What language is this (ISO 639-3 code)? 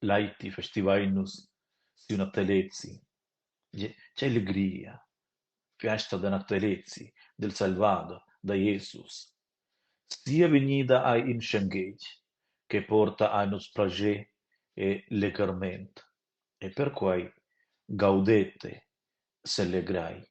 roh